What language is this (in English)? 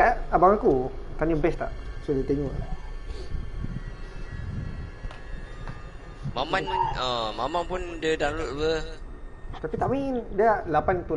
Malay